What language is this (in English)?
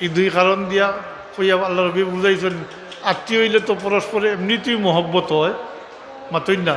Sylheti